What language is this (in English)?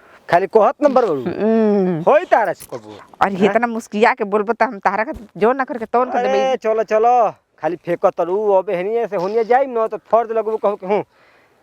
Bhojpuri